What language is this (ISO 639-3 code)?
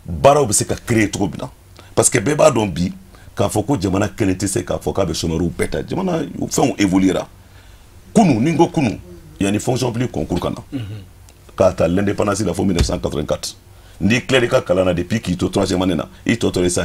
bam